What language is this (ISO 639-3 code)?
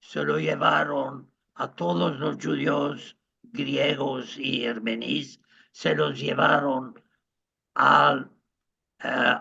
lad